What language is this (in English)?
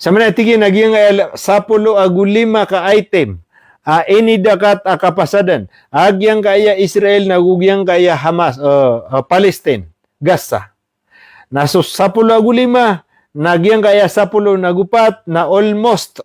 Maranao